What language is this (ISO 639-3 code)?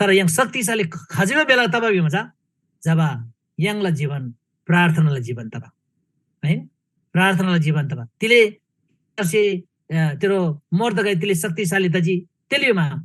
taj